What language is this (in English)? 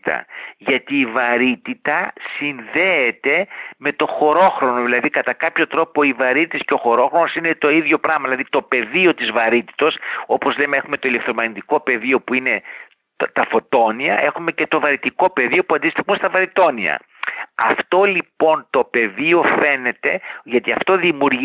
Greek